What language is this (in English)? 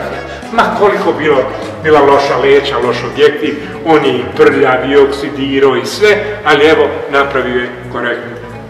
Croatian